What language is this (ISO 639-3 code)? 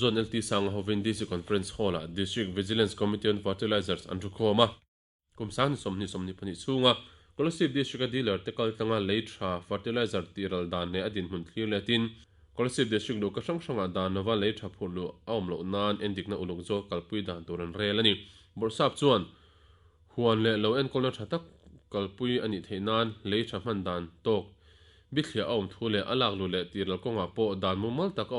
lus